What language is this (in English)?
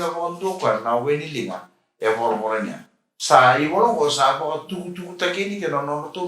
Fijian